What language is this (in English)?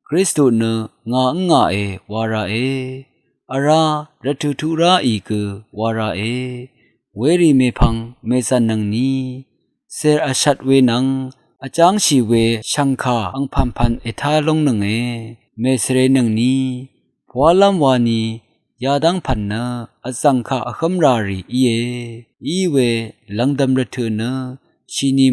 Rawang